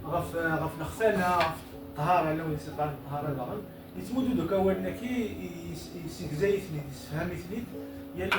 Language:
Kabyle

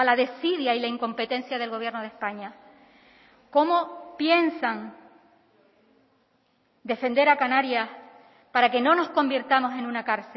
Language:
Spanish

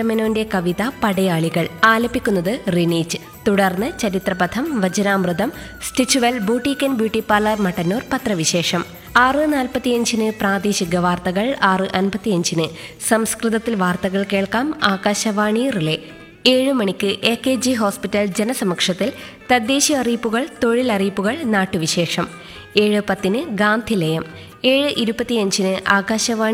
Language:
Malayalam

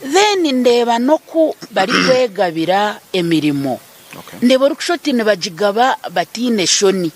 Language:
Nyankole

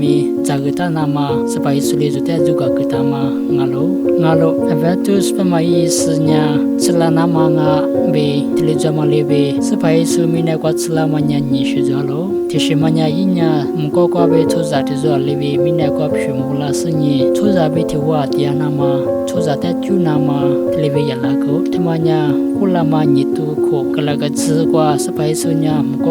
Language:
Lisu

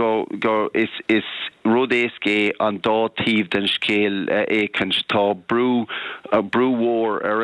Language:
Irish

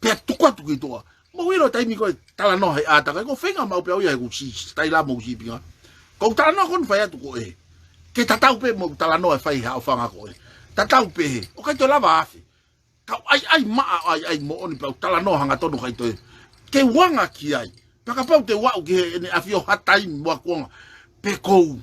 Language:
Tongan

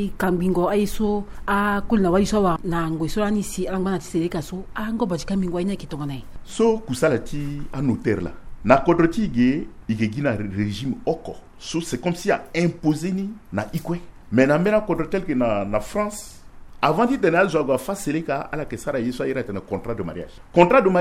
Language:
Sango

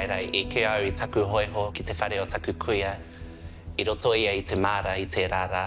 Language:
Māori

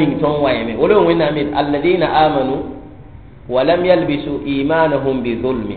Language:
Mossi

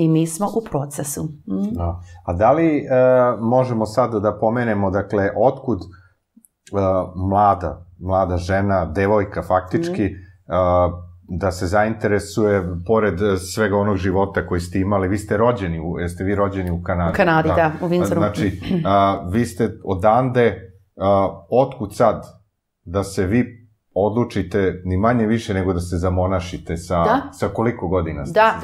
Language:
Serbian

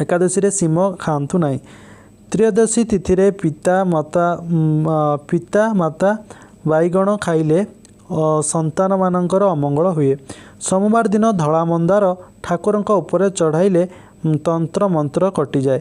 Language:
Odia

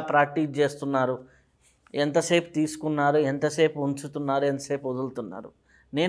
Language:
Telugu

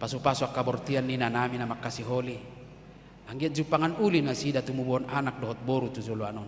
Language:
Batak Toba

